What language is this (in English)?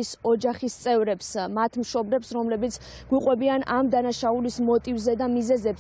Georgian